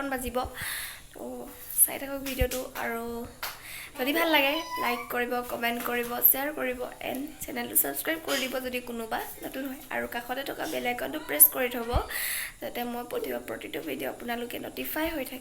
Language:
Assamese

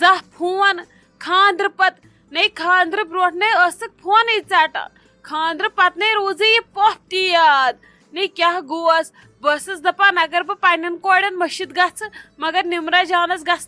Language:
Kashmiri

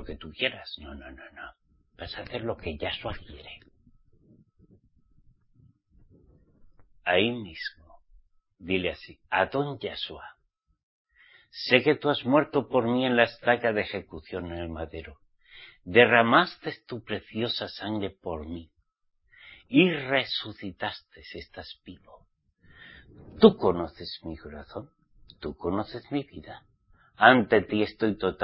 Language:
Spanish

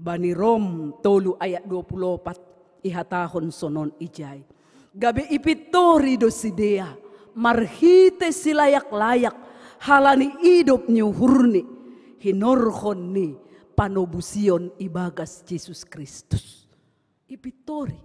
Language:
Batak Simalungun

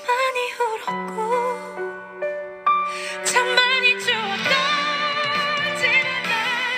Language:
Korean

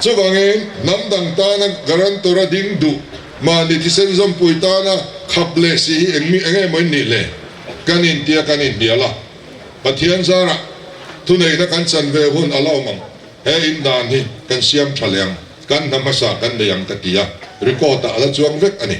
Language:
Mizo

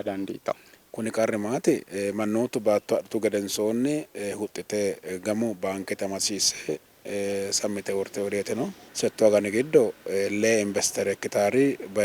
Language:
Sidamo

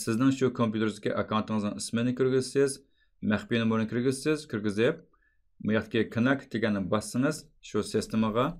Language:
Uyghur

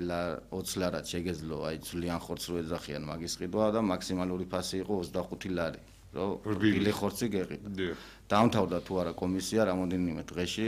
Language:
Georgian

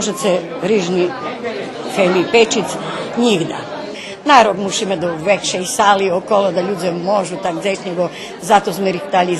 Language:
Rusyn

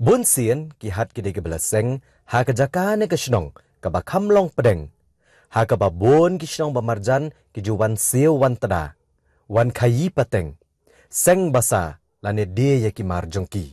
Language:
Khasi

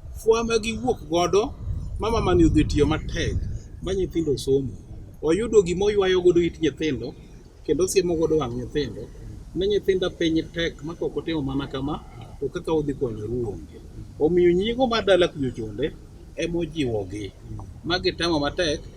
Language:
Luo (Kenya and Tanzania)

